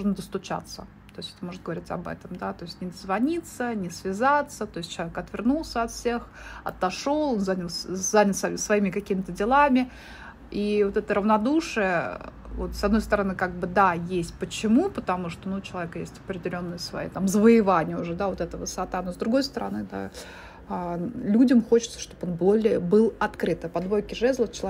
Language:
Russian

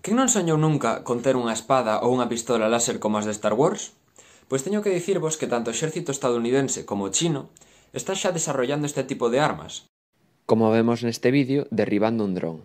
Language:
Galician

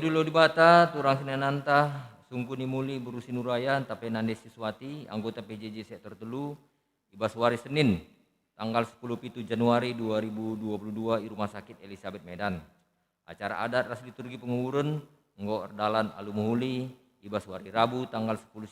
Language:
Batak Karo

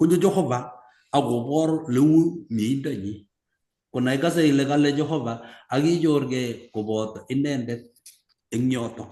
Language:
Kalenjin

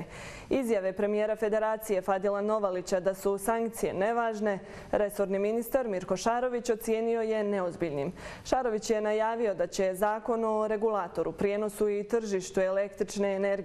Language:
Bosnian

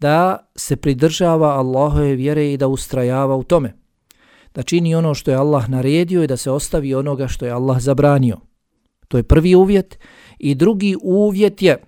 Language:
Bosnian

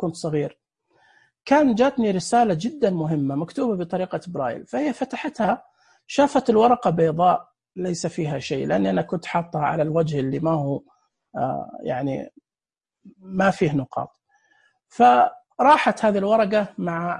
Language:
Najdi Arabic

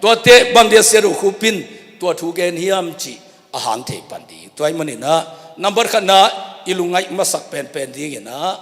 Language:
Tedim Chin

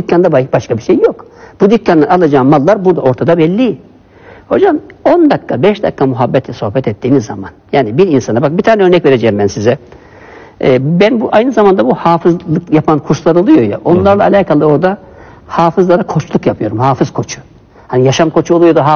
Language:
Turkish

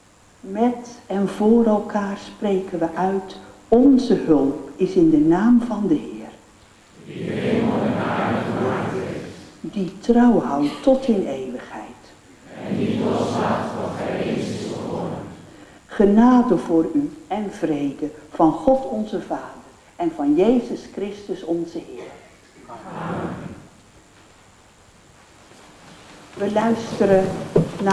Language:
Dutch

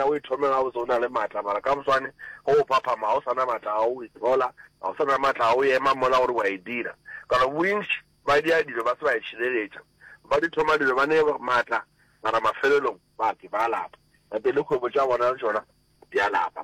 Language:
Northern Sotho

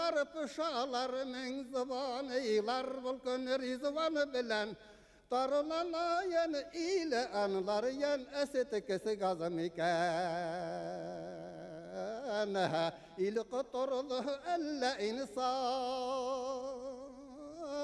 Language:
Bashkir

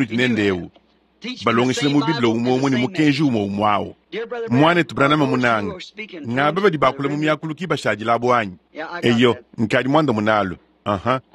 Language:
Luba-Lulua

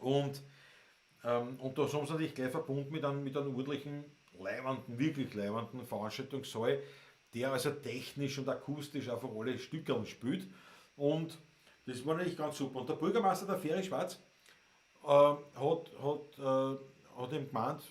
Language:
Bavarian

